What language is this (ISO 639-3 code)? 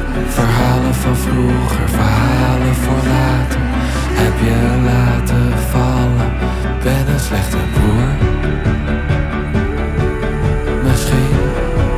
nld